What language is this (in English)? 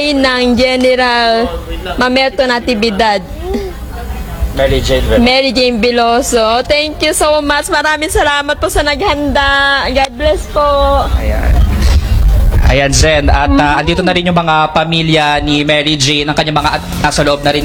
Filipino